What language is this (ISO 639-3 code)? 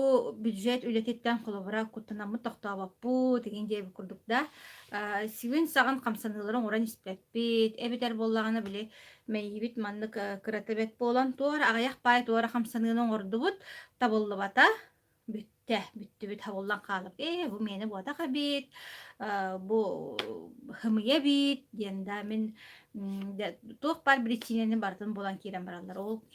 sah